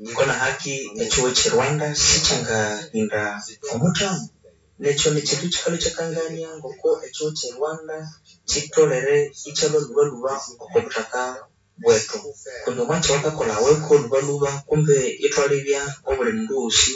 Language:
Nande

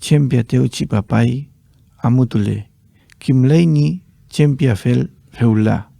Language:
Mapuche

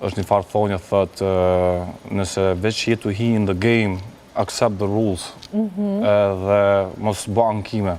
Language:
Albanian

